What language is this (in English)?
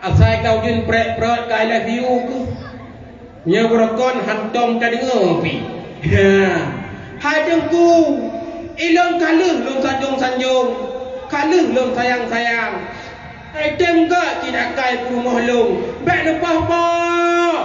Achinese